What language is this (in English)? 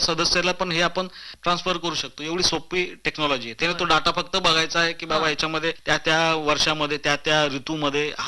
Marathi